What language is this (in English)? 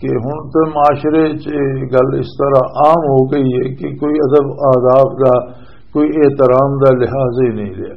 Western Panjabi